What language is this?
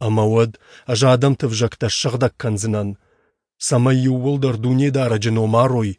Ossetic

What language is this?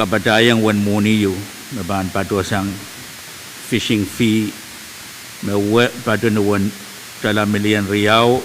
Pohnpeian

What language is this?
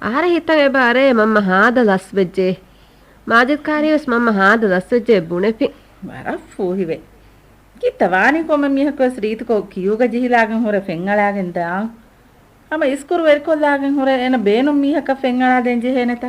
Divehi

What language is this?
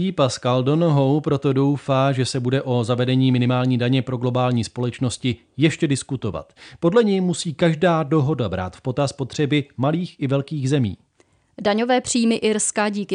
Czech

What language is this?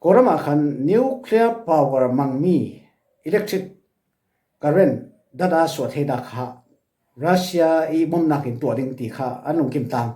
Falam Chin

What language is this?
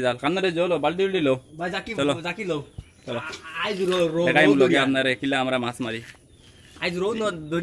Sylheti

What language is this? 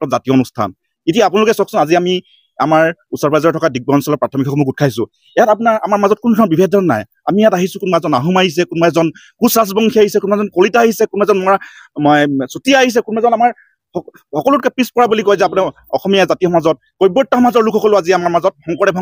Assamese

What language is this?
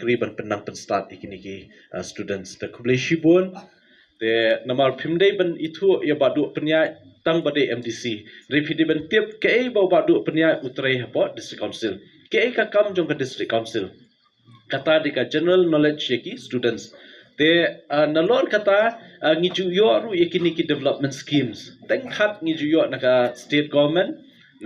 Khasi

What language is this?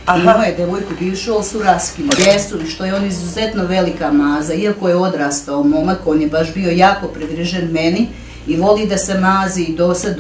Serbian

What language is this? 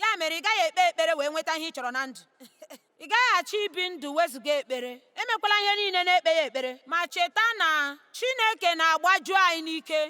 Igbo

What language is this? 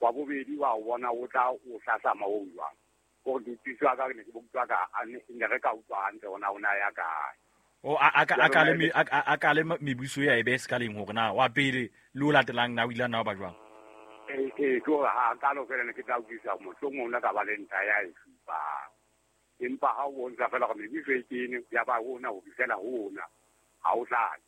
Southern Sotho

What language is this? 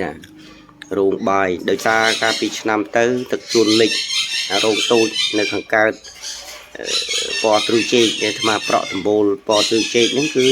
Khmer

